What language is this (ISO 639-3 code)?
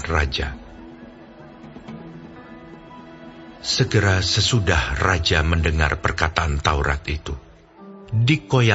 ind